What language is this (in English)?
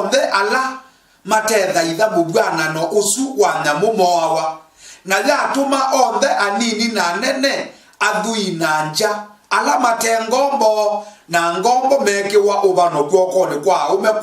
Kamba